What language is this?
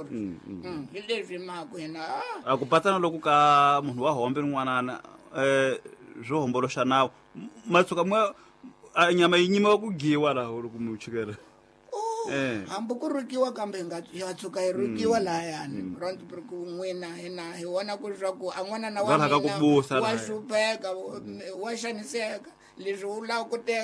Tsonga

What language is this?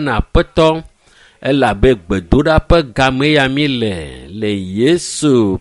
Ewe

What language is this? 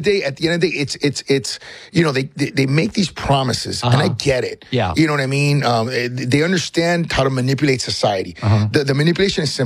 English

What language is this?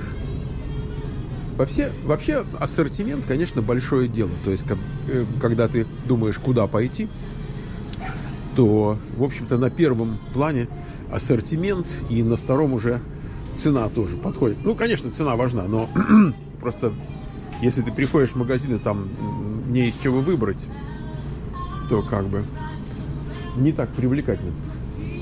Russian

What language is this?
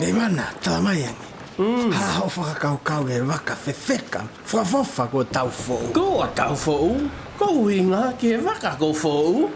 Tongan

